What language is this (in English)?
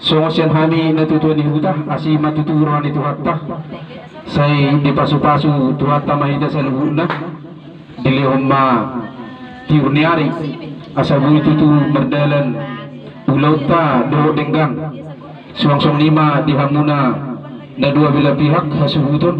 Batak Toba